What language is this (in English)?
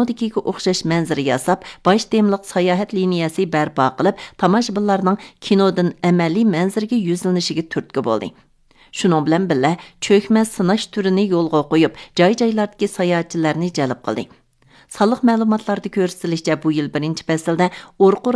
Uyghur